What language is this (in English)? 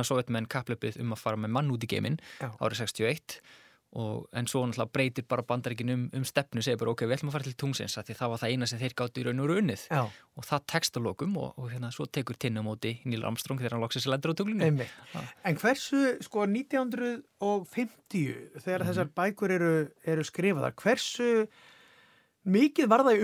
Icelandic